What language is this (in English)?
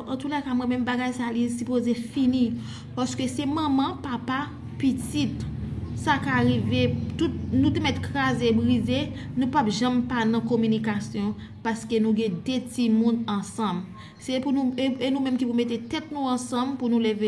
Haitian Creole